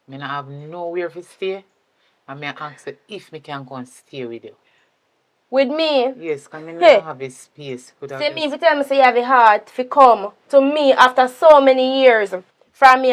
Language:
Jamaican Creole English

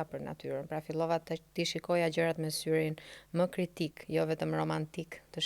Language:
Albanian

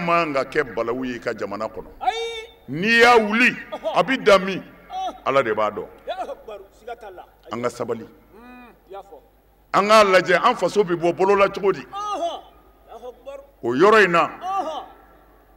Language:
Bambara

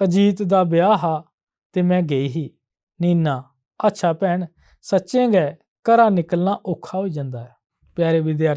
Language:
Dogri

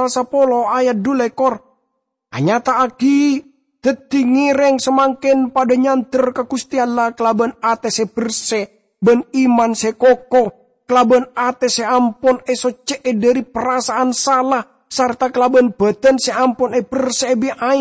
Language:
Madurese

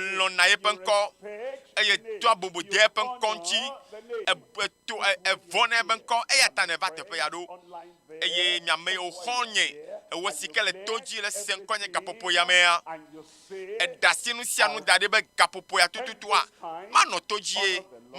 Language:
Ewe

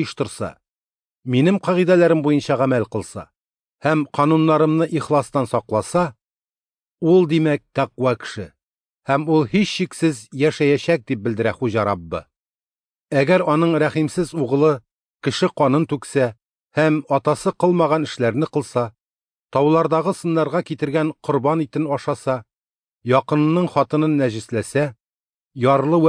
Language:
Tatar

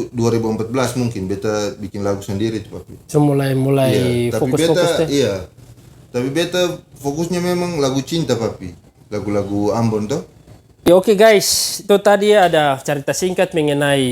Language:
Ambonese Malay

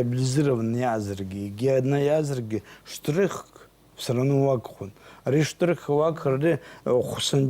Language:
Abkhazian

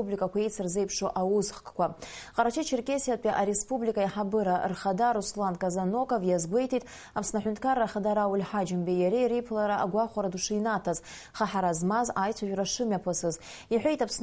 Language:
Abkhazian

